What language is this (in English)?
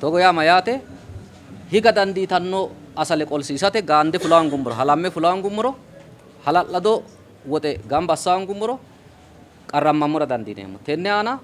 Sidamo